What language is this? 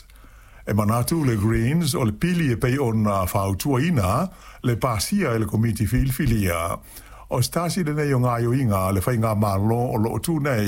Samoan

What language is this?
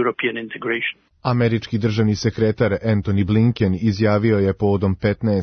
Serbian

